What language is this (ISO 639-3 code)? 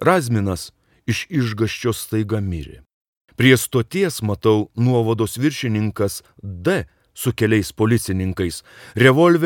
lit